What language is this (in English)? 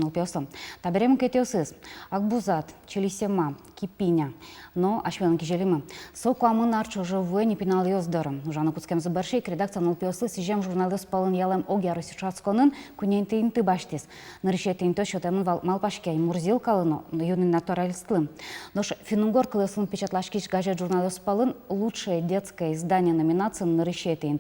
Udmurt